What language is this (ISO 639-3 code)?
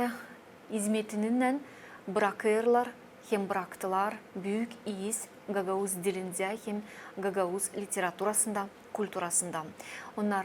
gag